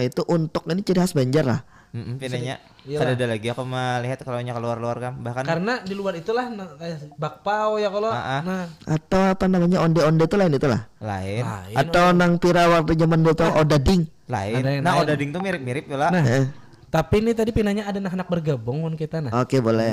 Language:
Banjar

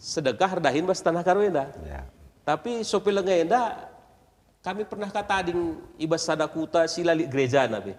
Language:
Batak Karo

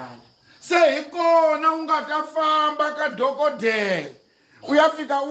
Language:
Tsonga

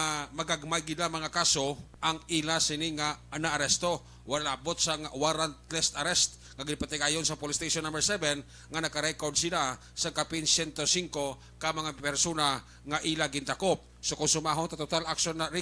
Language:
Hiligaynon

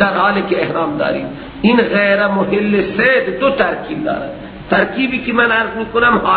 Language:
Persian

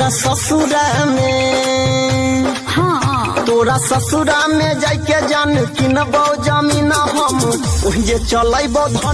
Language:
Bhojpuri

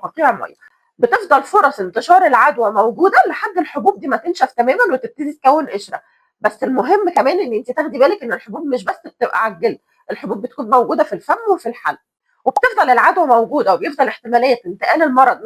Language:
Egyptian Arabic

